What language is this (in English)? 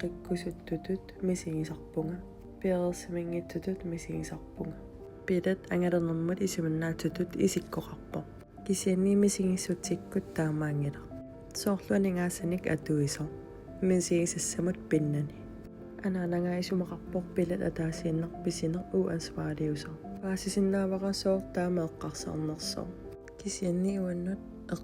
Kalaallisut